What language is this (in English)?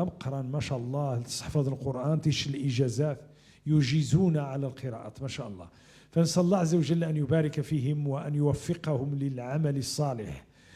Moroccan Arabic